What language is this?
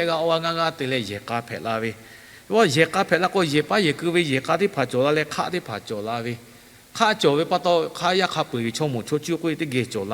Lahu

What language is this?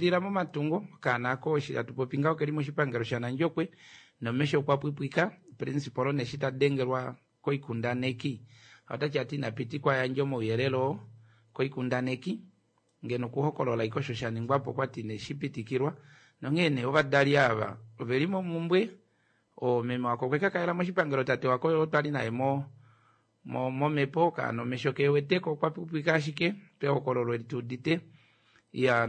Kuanyama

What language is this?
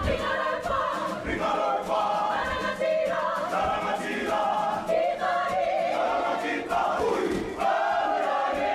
Māori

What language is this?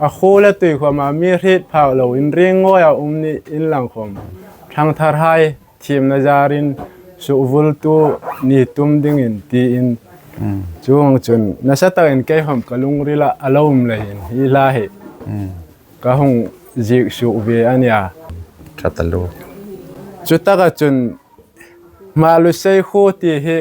Hmar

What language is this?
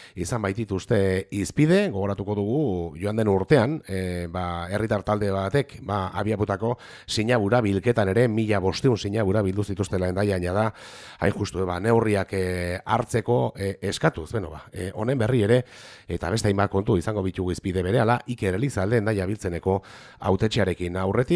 Basque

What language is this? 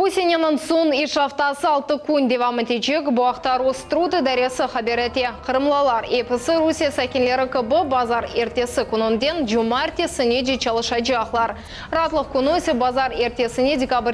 Crimean Tatar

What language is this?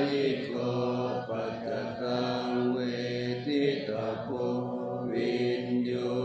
Pali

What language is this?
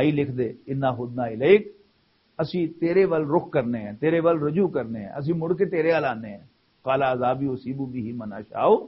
Western Panjabi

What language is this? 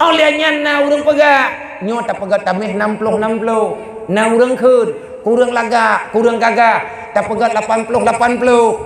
Achinese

